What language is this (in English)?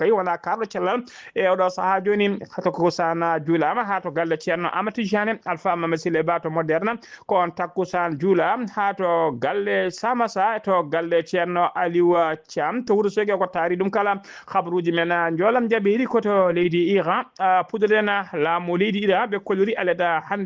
Fula